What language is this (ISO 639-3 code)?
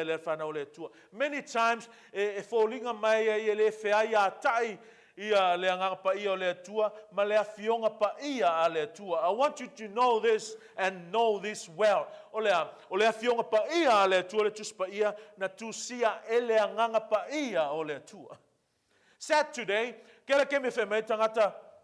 smo